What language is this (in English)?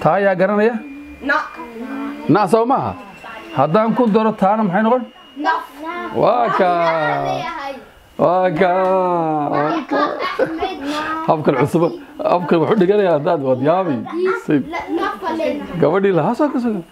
Somali